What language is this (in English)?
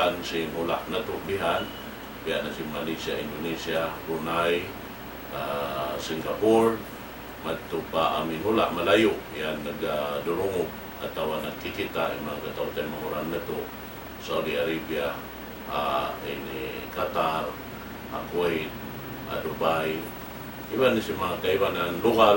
Tausug